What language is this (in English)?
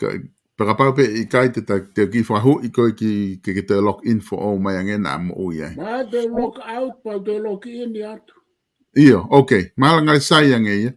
Tongan